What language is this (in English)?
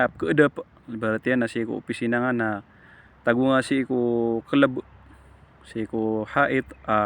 Maranao